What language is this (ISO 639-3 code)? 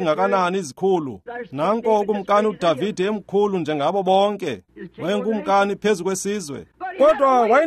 xho